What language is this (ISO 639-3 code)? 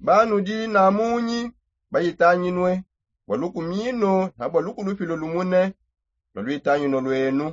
sop